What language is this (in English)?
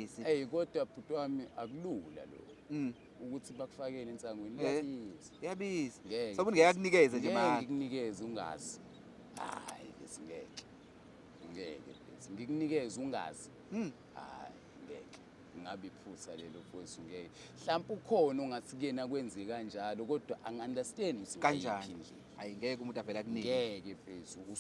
Zulu